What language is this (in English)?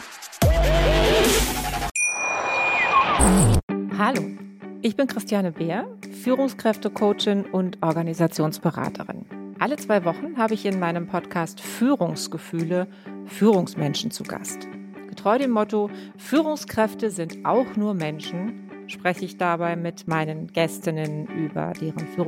German